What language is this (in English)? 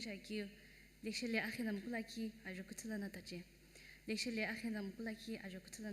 Sumi Naga